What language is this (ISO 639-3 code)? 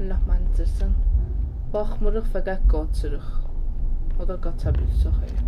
azb